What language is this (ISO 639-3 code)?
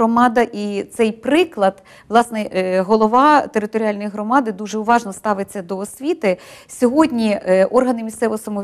ukr